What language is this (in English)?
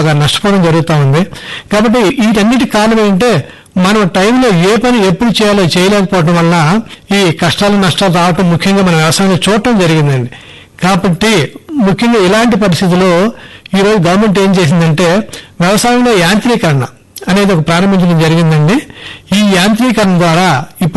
Telugu